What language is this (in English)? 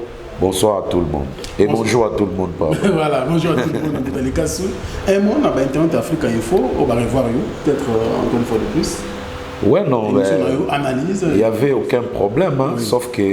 Lingala